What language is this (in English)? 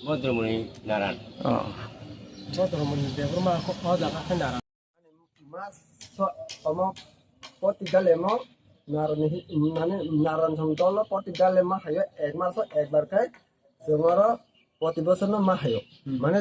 Kok Borok